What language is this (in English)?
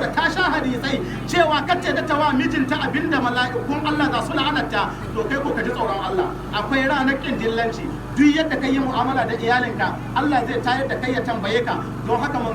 Hausa